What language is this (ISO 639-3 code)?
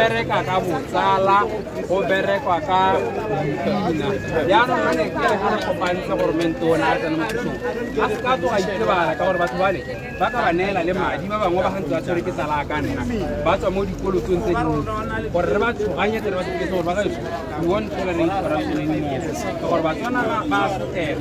tsn